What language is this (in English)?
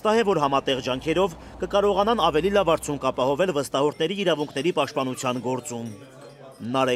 Armenian